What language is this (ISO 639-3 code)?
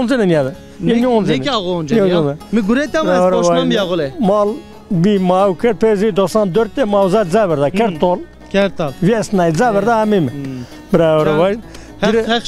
zza